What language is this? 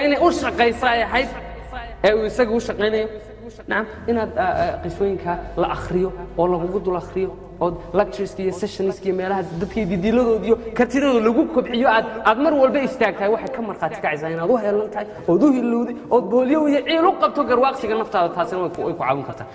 Somali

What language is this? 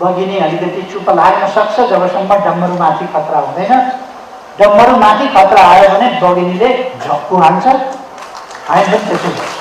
Nepali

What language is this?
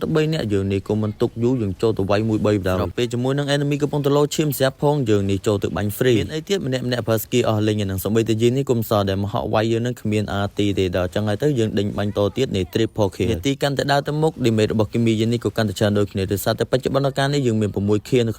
Khmer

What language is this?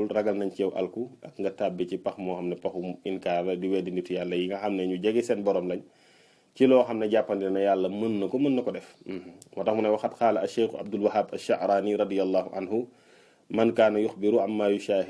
Wolof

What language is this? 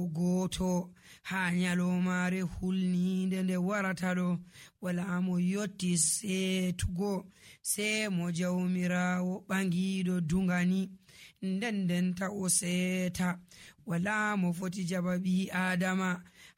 Nigerian Fulfulde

